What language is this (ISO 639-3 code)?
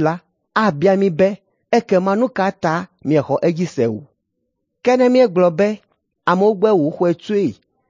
ewe